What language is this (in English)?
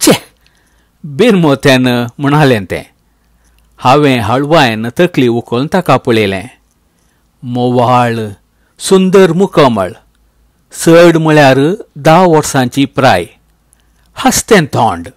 Konkani